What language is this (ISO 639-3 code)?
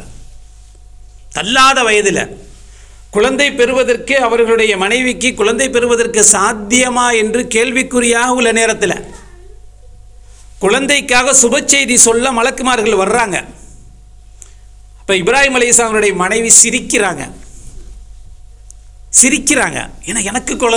tam